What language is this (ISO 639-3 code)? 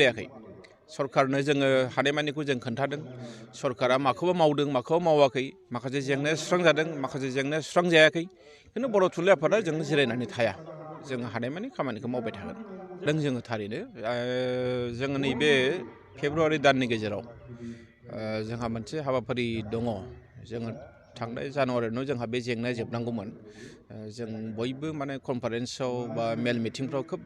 brx